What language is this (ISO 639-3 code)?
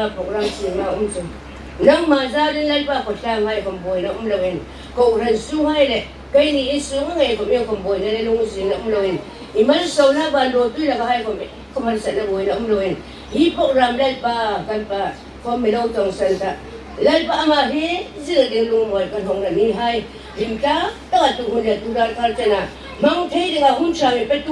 hmr